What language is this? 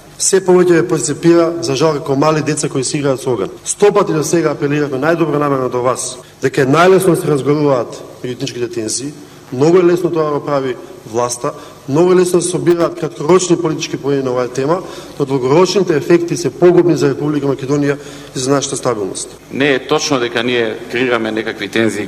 Macedonian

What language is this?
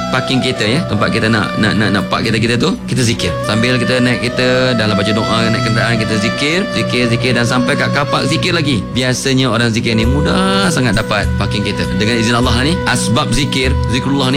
Malay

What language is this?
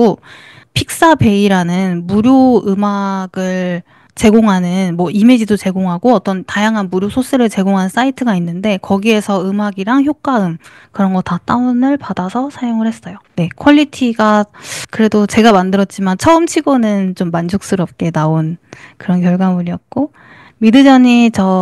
Korean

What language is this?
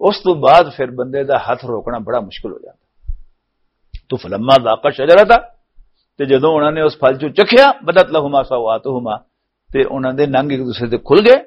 Western Panjabi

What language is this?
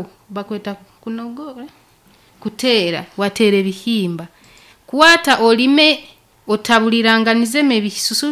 Nyankole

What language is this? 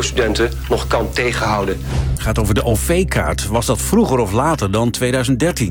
Dutch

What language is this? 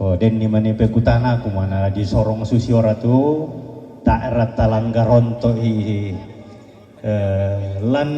Toraja-Sa'dan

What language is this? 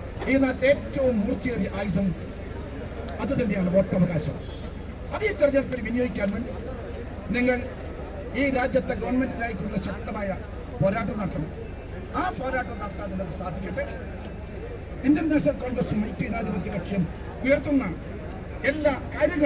Malayalam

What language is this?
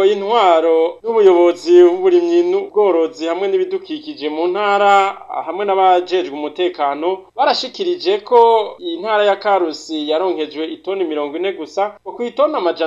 Rundi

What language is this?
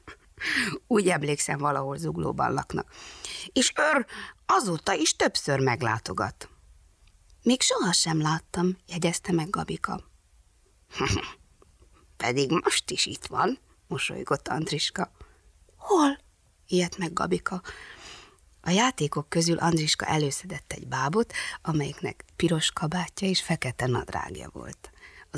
Hungarian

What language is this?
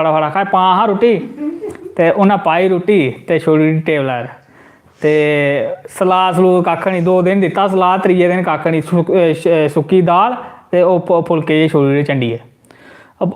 Dogri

